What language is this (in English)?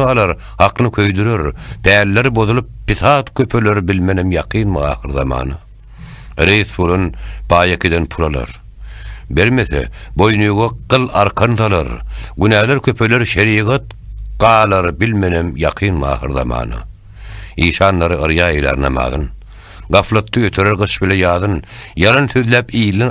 Turkmen